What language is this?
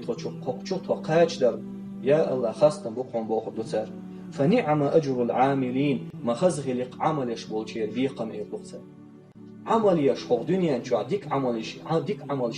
Chechen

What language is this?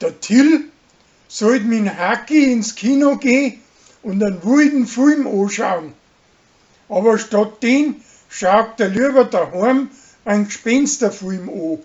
Bavarian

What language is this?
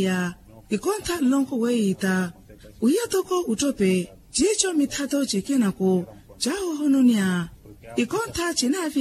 Makhuwa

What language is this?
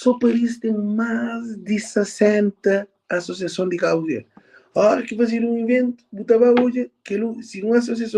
Kabuverdianu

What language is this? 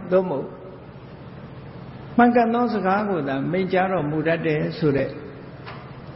Burmese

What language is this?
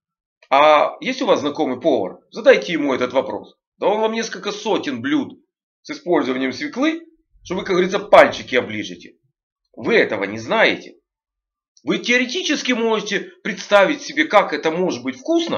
Russian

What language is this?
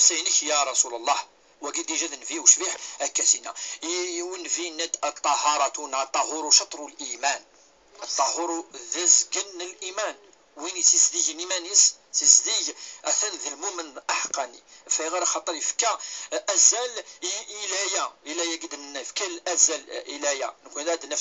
Kabyle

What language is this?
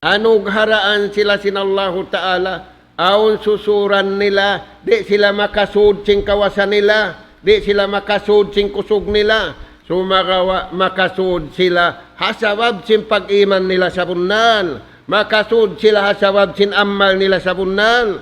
Tausug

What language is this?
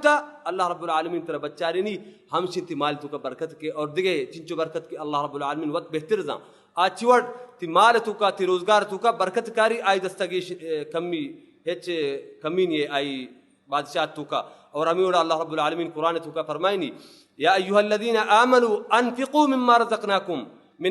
Baluchi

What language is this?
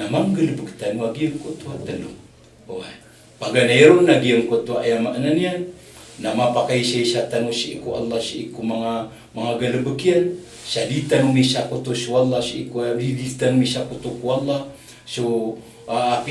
Maranao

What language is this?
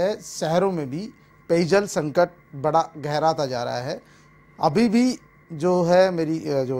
Hindi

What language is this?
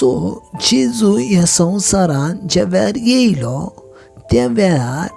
Konkani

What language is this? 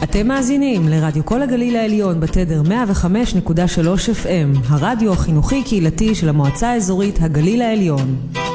Hebrew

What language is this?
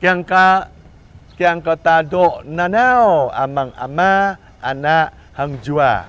Jarai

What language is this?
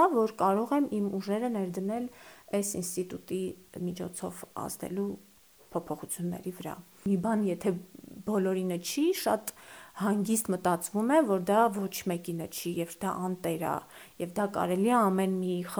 Armenian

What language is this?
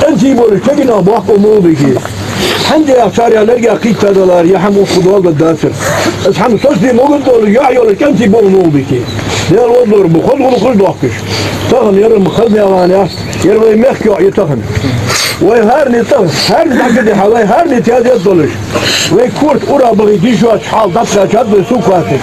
Ingush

